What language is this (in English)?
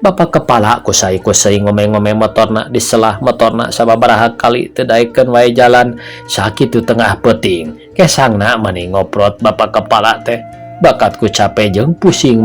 Sundanese